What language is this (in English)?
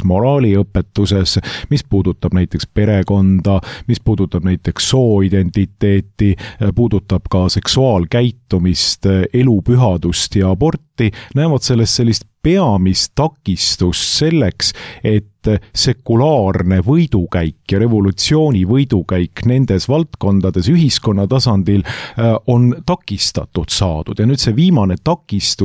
Estonian